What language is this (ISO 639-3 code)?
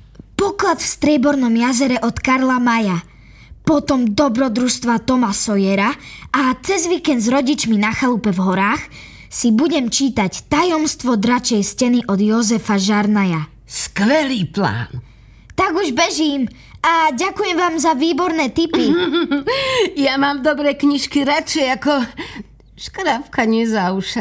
slk